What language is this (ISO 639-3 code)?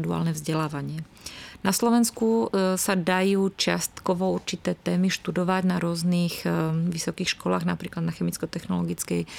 slk